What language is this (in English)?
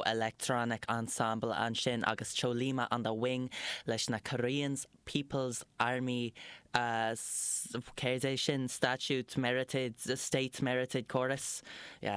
Irish